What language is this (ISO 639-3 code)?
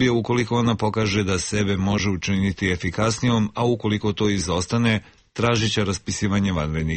srp